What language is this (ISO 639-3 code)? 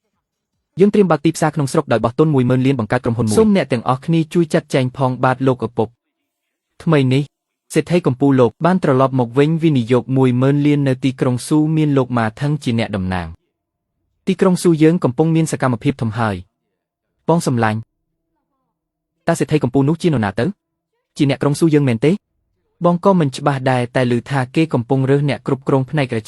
khm